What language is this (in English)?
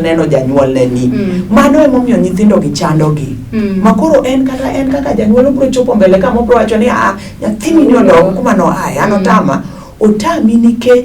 Luo (Kenya and Tanzania)